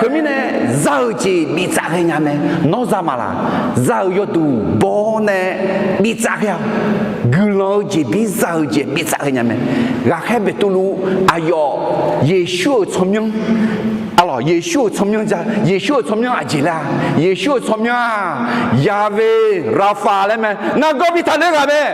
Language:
Akha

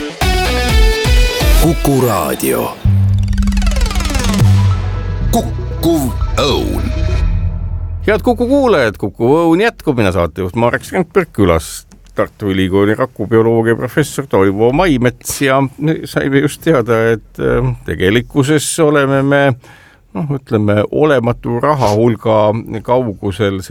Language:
Estonian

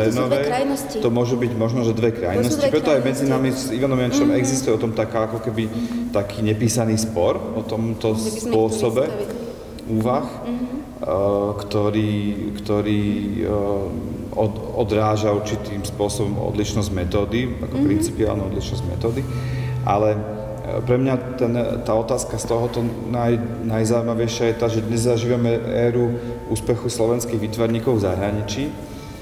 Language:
Slovak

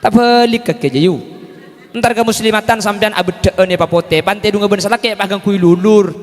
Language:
Madurese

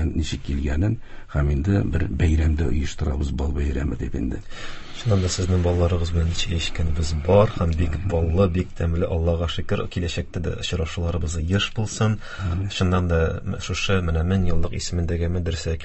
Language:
Tatar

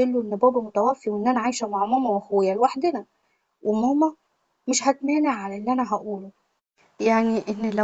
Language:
Egyptian Arabic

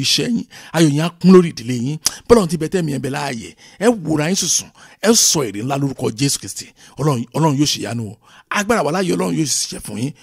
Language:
Yoruba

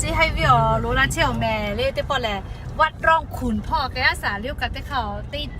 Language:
Lahu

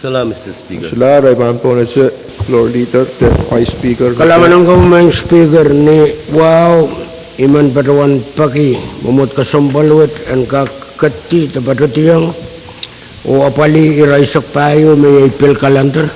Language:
Pohnpeian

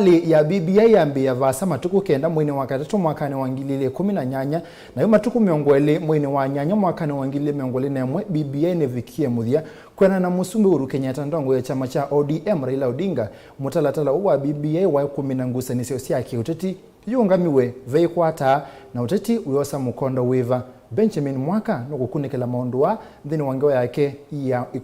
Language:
Kamba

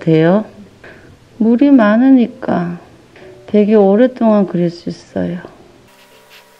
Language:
Korean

